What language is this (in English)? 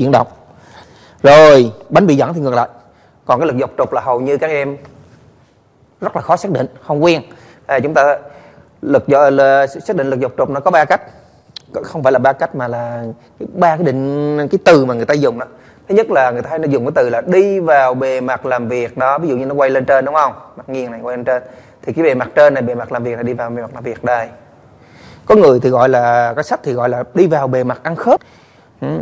Vietnamese